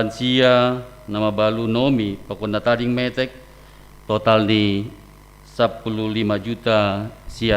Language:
Batak Simalungun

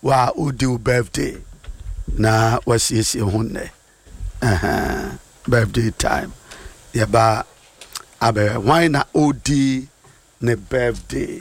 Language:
Akan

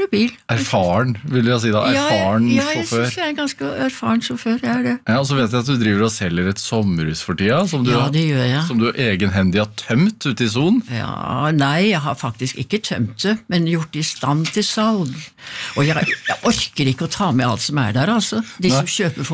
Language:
Norwegian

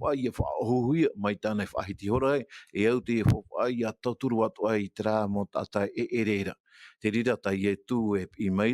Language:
Tahitian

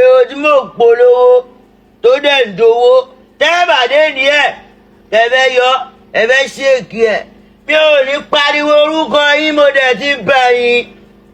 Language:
Yoruba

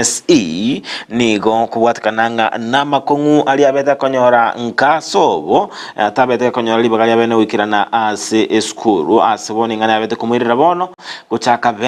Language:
Gusii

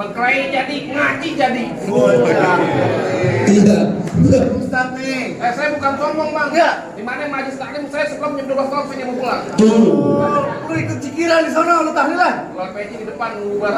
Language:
Betawi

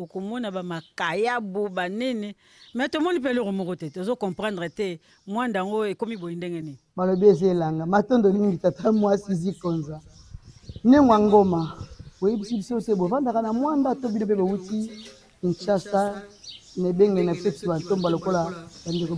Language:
Lingala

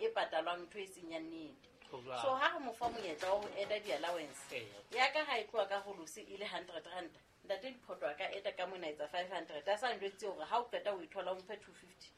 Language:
Southern Sotho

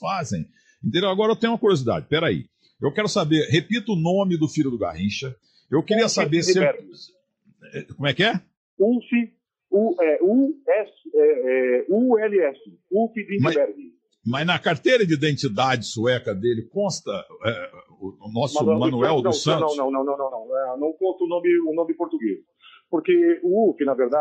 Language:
Portuguese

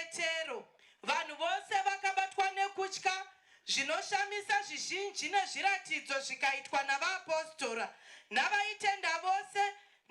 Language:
Shona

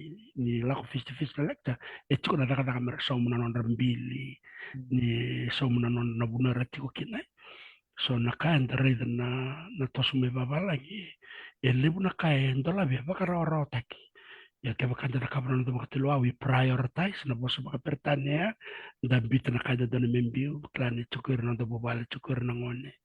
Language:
Fijian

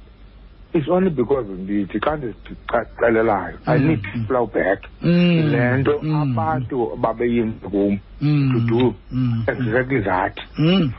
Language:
Xhosa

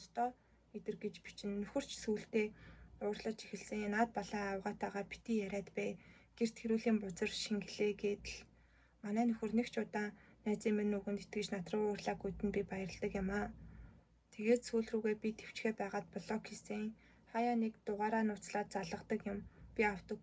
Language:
Mongolian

